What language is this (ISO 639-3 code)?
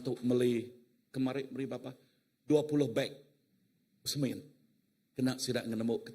iba